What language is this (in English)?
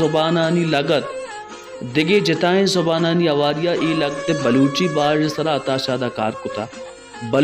Baluchi